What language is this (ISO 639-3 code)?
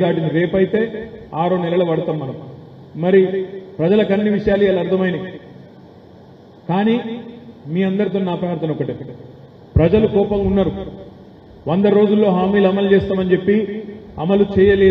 tel